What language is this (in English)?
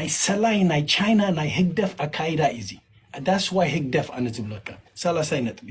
Tigrinya